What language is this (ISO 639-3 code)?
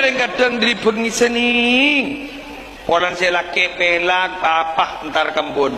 mad